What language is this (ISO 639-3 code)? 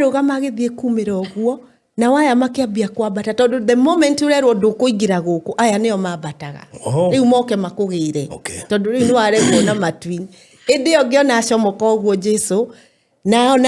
kik